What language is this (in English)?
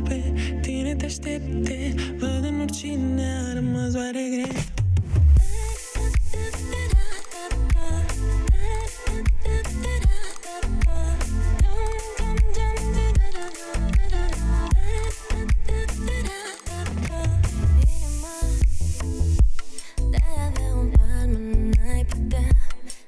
Romanian